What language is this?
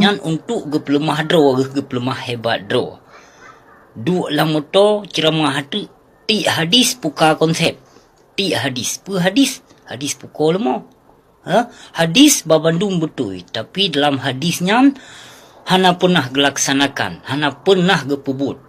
Achinese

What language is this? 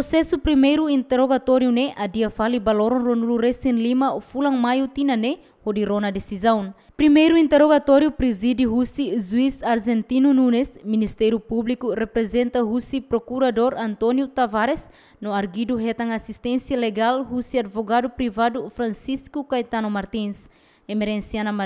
Tetum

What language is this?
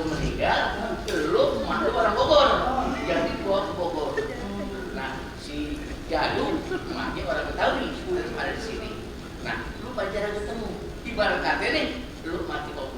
Betawi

